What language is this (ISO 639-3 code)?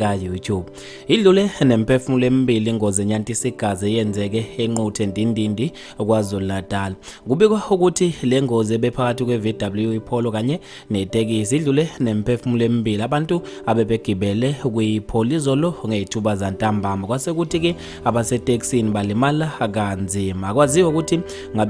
zul